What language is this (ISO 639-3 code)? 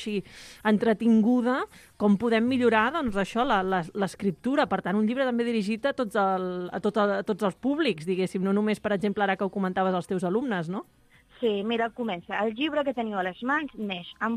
cat